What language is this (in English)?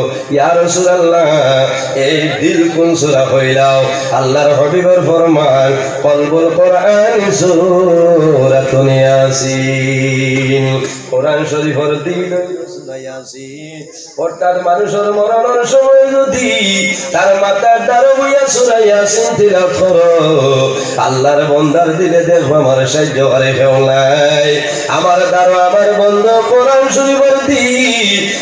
Sylheti